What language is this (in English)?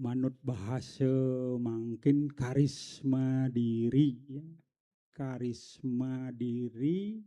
Balinese